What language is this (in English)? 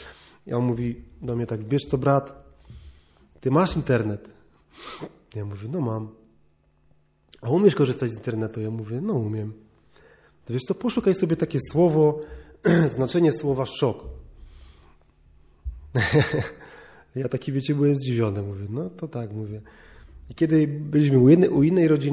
Polish